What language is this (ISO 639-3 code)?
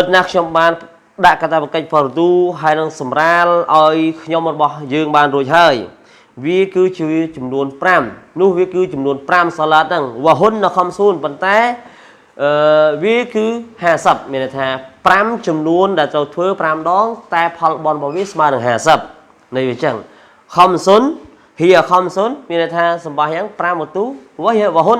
khm